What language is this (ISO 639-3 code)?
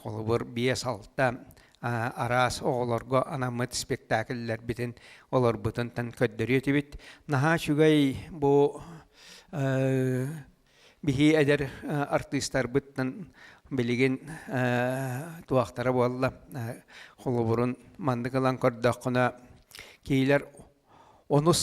sah